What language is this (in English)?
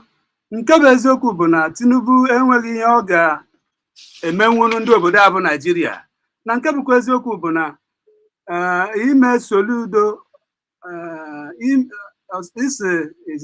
Igbo